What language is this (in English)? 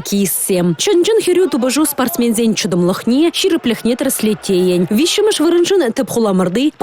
Chuvash